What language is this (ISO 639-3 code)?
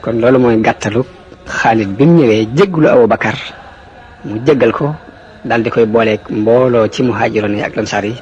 wol